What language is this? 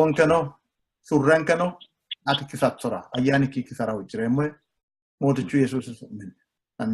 Sidamo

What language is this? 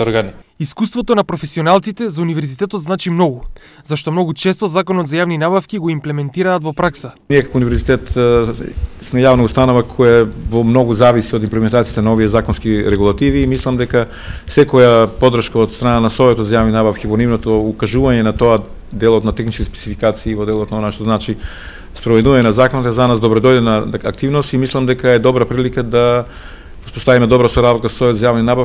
Macedonian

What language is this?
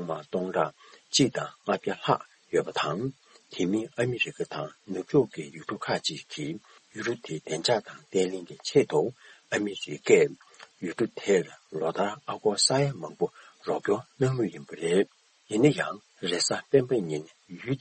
Tibetan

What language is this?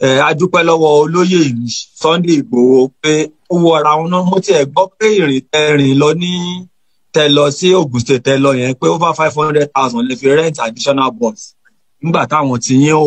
Yoruba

